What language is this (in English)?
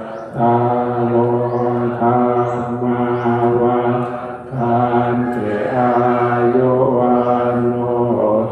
Northeastern Thai